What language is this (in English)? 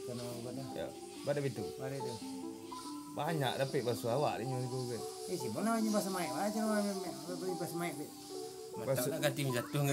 Minangkabau